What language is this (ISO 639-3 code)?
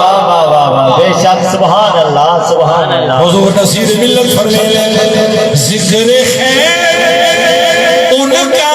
skr